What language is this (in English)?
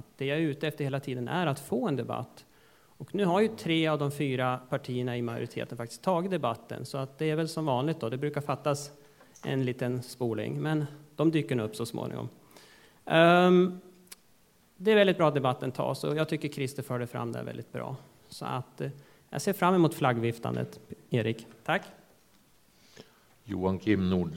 Swedish